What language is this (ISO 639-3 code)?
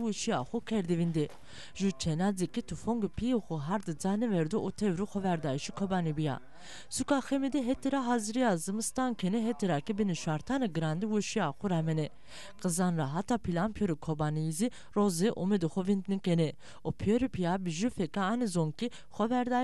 zza